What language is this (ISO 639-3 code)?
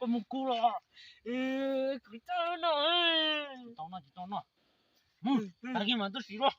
hmn